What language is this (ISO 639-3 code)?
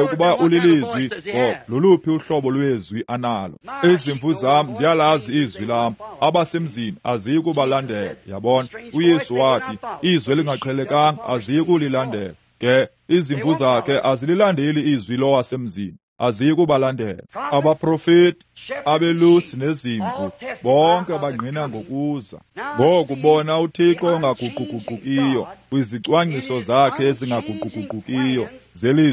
xho